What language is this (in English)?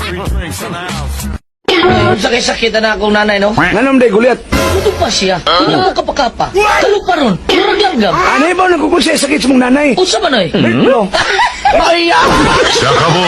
Cebuano